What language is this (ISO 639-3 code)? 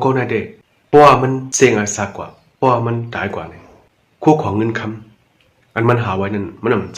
shn